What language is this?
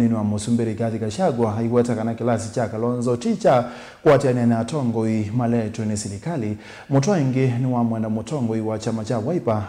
Kamba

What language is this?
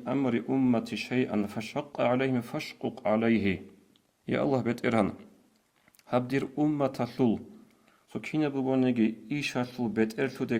Avaric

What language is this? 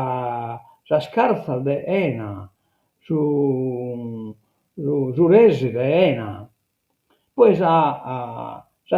Sardinian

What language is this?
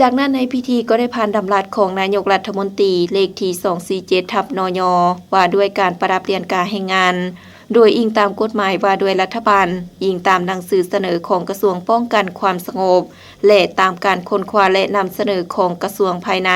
Lao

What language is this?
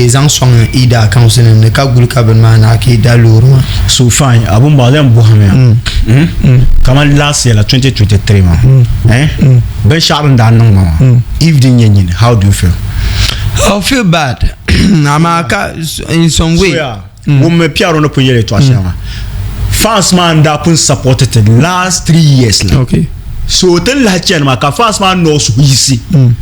Dagbani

